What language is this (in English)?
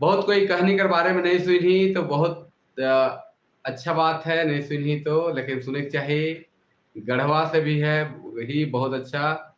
Sadri